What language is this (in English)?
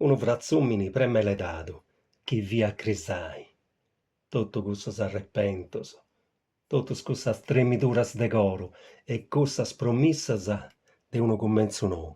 Sardinian